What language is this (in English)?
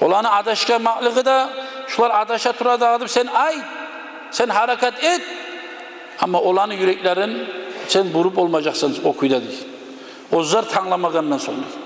Kumyk